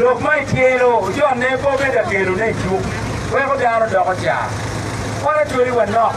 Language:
Acoli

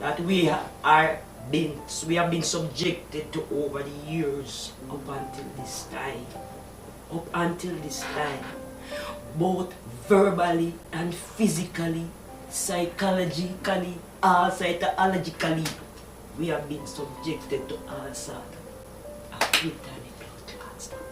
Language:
Jamaican Creole English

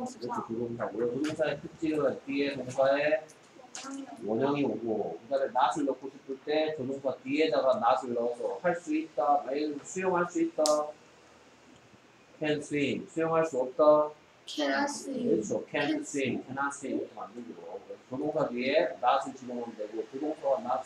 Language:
Korean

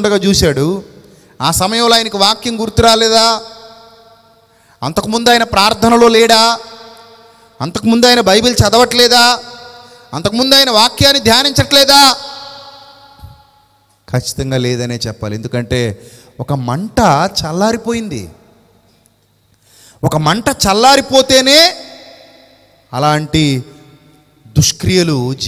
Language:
Telugu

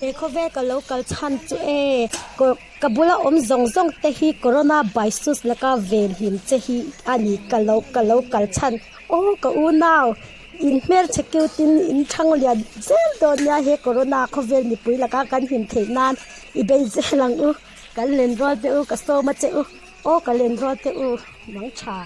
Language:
Mizo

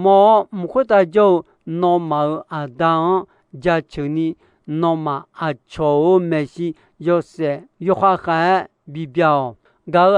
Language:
Akha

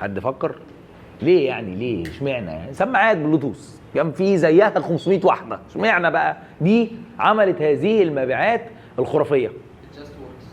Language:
Egyptian Arabic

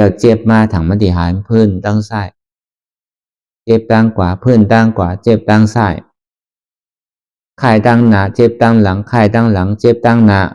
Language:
Shan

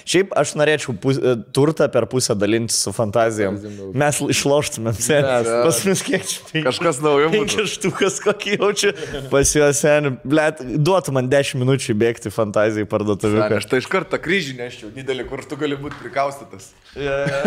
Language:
Lithuanian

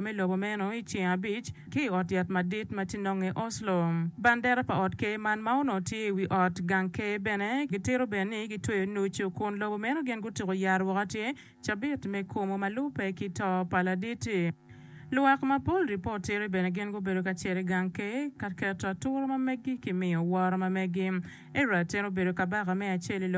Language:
Acoli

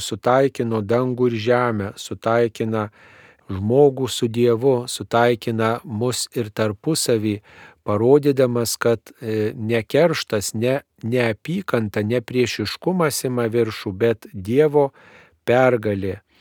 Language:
Lithuanian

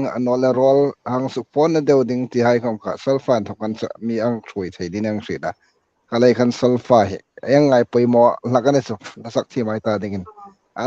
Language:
Hmar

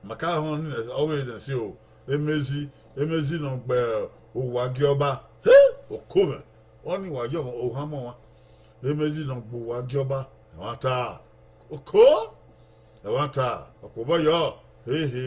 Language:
Bini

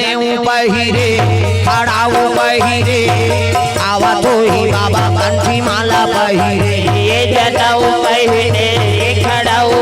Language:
Chhattisgarhi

